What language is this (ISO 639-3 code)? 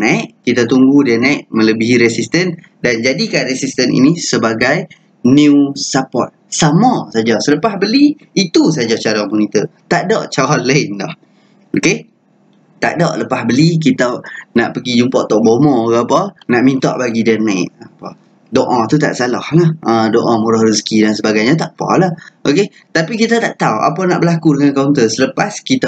msa